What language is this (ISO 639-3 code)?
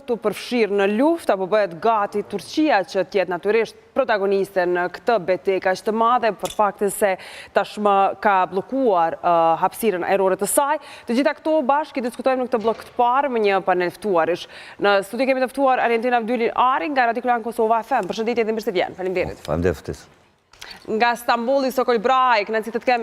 sqi